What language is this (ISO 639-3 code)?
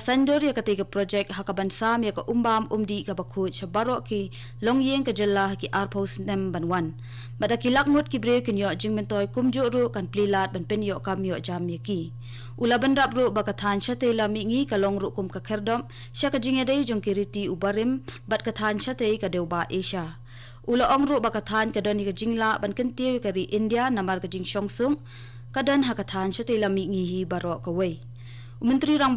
kha